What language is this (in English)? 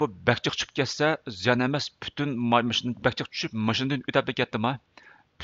Uyghur